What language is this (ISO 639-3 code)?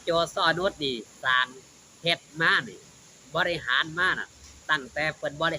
tts